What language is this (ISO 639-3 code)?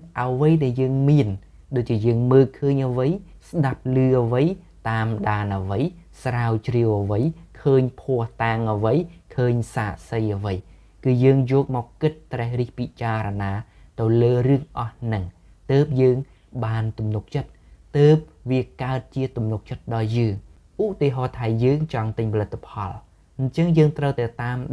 khm